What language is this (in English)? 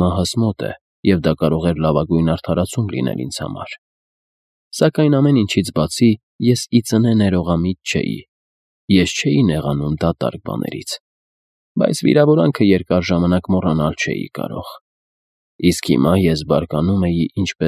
Armenian